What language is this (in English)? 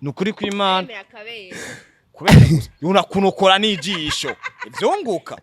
Rundi